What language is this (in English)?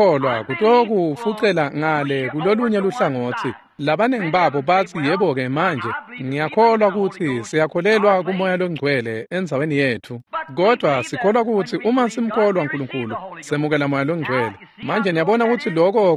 Swati